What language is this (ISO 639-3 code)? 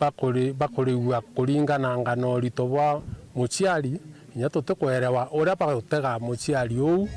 mer